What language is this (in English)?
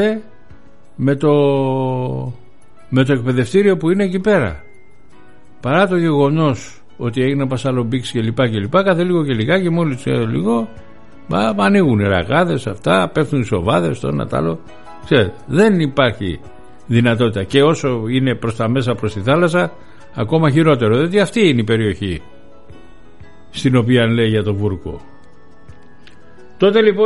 Greek